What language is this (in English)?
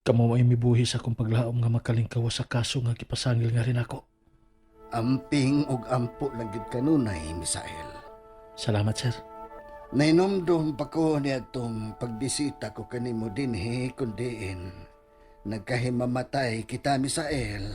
Cebuano